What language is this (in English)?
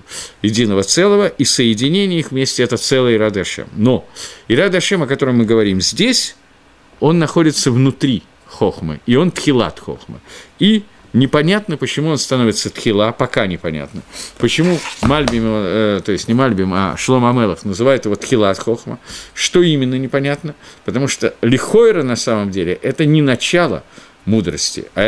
Russian